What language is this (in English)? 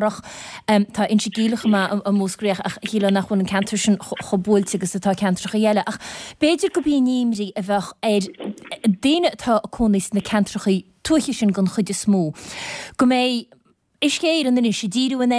Irish